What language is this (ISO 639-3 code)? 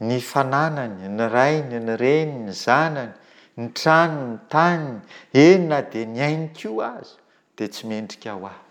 mlg